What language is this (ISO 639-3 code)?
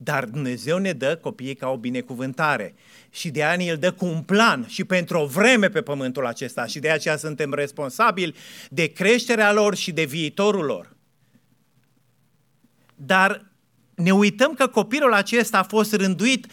ron